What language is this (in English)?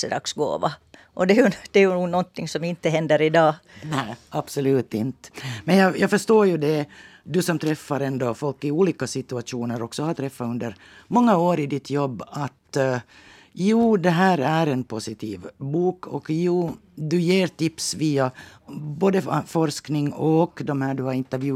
Swedish